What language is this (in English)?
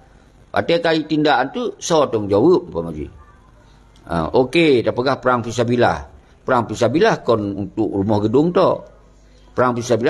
Achinese